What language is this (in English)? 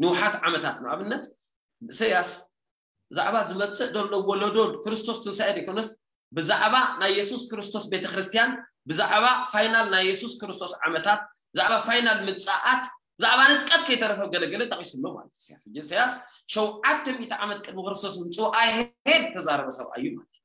Tigrinya